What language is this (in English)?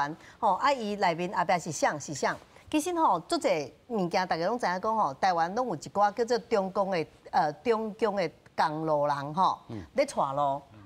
Min Nan Chinese